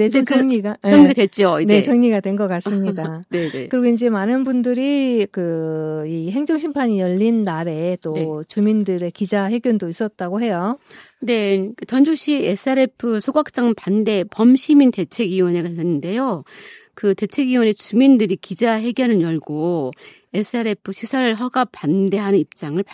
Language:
Korean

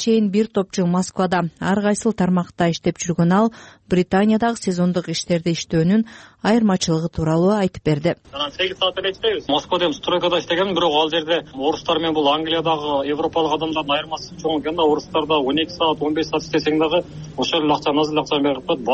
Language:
Kyrgyz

